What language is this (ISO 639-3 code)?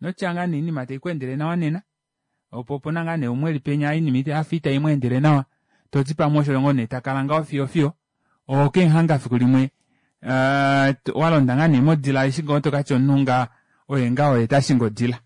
kua